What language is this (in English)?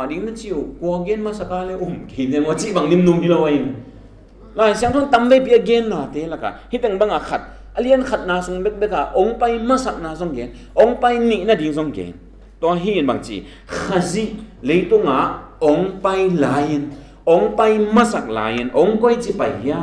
Tedim Chin